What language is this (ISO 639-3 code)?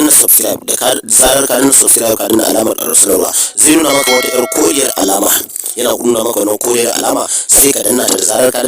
hau